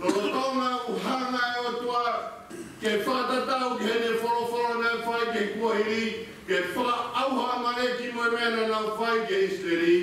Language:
Tongan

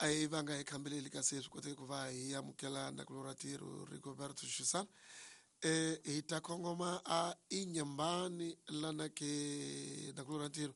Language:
Tsonga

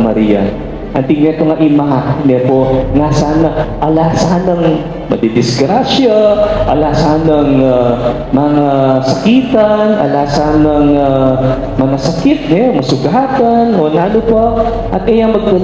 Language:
Pampanga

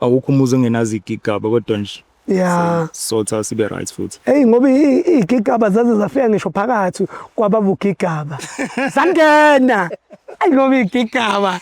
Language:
Zulu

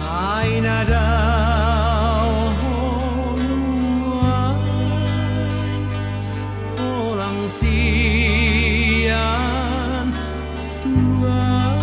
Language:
Batak Toba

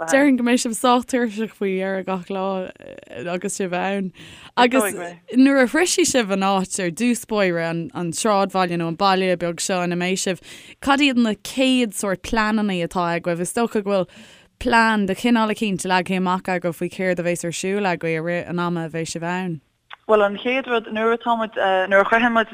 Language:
Irish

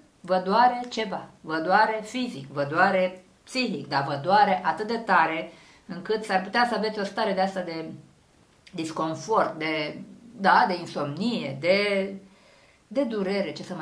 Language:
Romanian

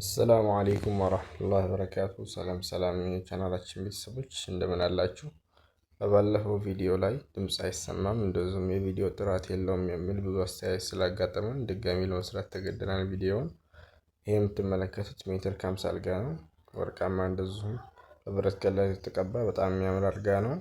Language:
Amharic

